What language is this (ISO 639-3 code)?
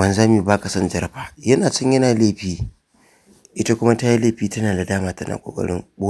hau